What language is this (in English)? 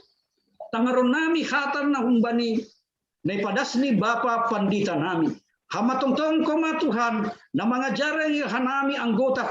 Batak Simalungun